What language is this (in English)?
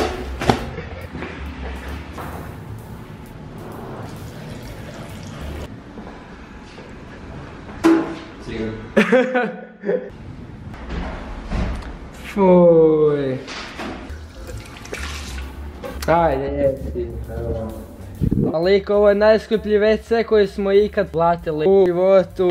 Croatian